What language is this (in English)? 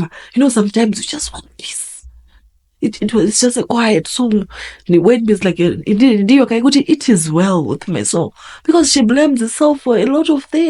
Shona